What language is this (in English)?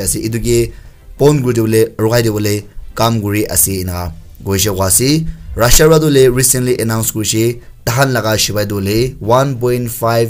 Naga Pidgin